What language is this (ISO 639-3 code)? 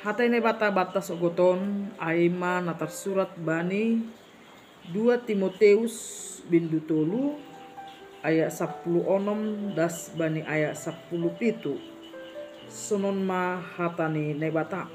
bts